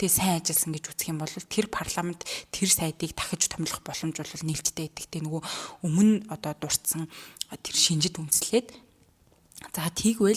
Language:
Mongolian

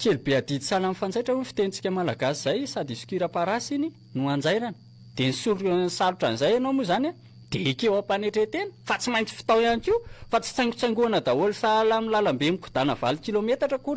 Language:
Malagasy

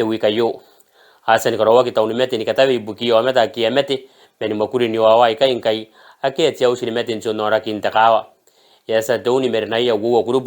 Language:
Gilbertese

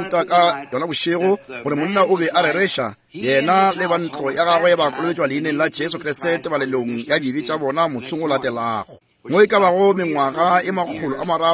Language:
Northern Sotho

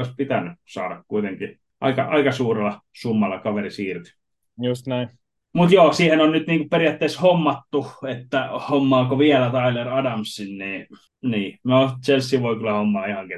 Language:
Finnish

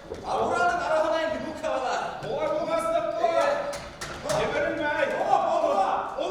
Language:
Bashkir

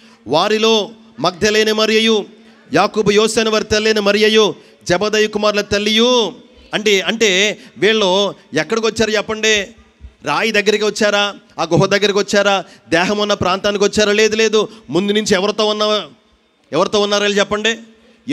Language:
Telugu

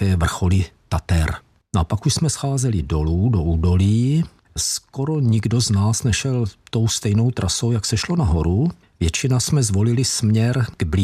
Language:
Czech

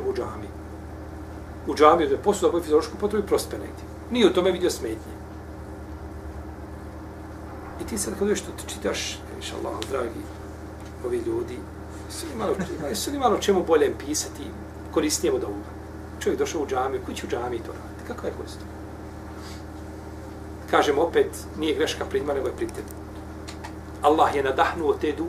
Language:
Bosnian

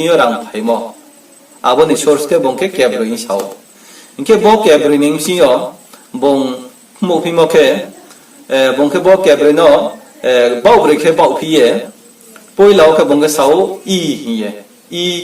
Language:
Riang (India)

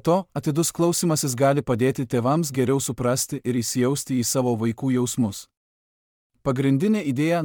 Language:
Lithuanian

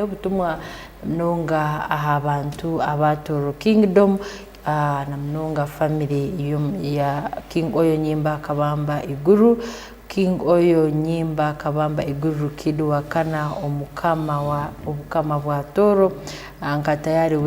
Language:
Tooro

